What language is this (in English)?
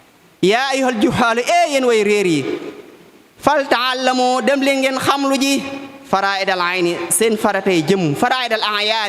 Wolof